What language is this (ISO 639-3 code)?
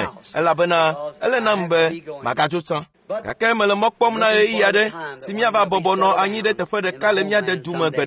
ewe